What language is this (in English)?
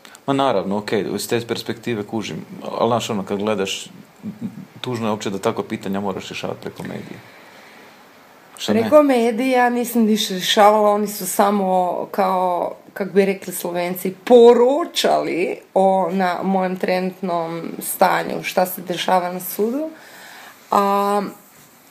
Croatian